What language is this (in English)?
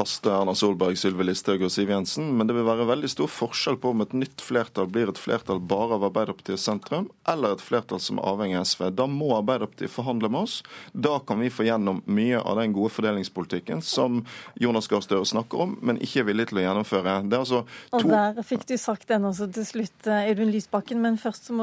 Norwegian